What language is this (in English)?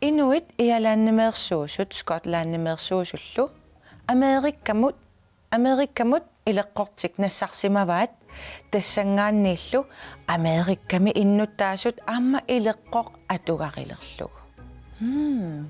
Kalaallisut